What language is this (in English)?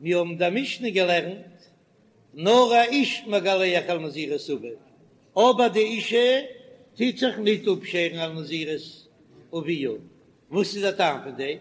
Yiddish